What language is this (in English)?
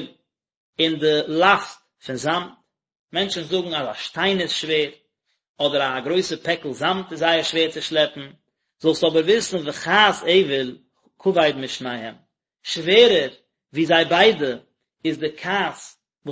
Yiddish